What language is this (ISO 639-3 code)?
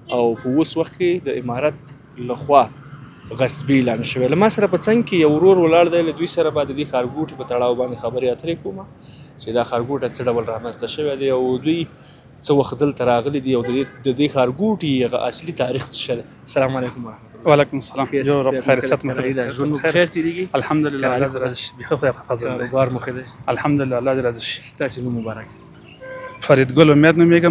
pus